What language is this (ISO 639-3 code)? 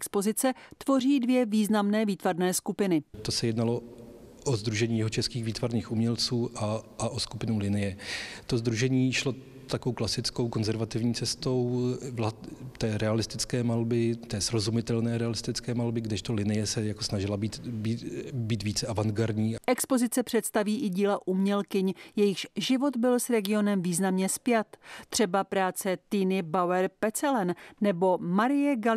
ces